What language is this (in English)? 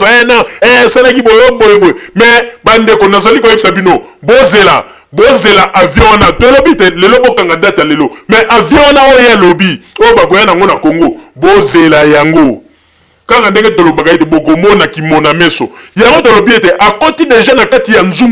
Lingala